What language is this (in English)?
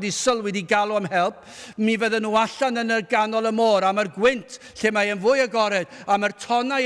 Welsh